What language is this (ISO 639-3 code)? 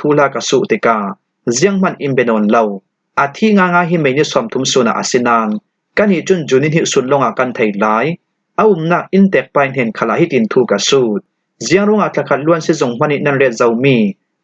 cfm